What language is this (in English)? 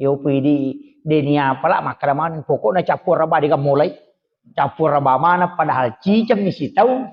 Buginese